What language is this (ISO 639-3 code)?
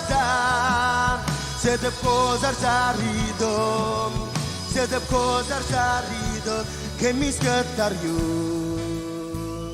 mah